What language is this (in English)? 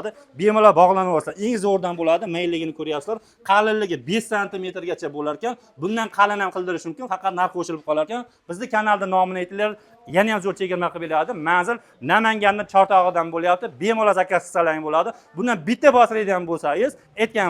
Uzbek